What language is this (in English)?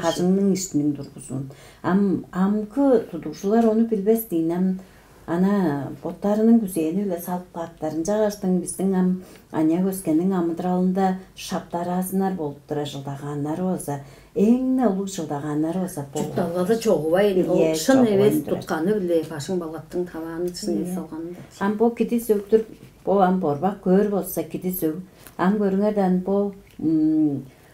Tuvinian